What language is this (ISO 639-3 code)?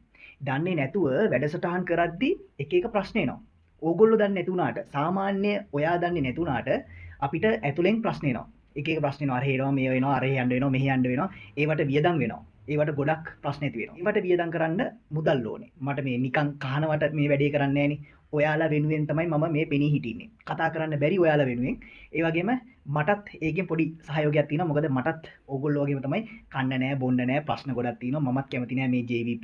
sin